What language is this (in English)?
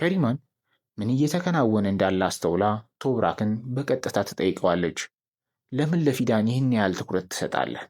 Amharic